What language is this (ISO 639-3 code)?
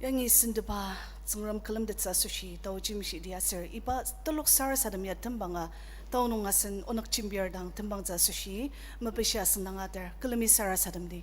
njo